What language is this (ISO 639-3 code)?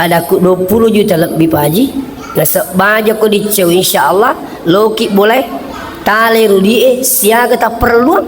bug